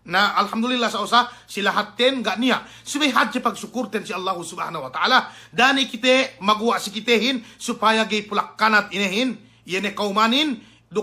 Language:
Yakan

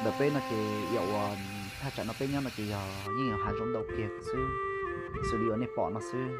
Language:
Hmong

